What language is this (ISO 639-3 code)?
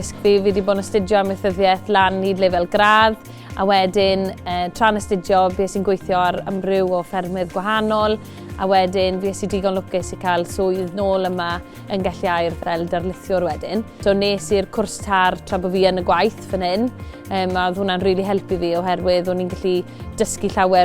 cym